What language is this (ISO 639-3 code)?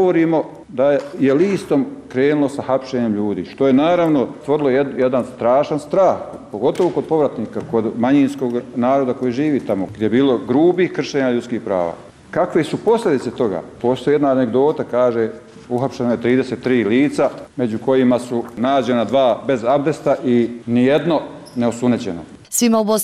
bos